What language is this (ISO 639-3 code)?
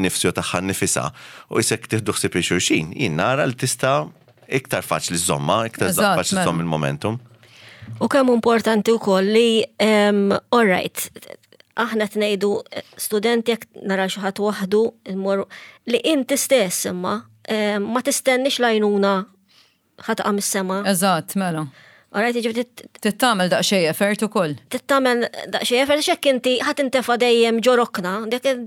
mlt